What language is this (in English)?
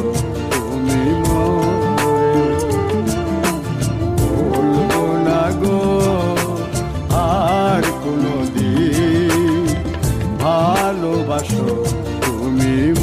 Bangla